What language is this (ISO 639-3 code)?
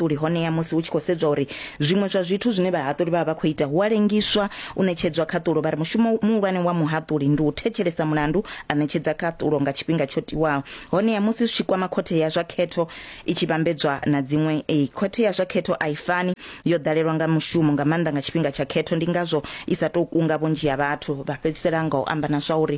ven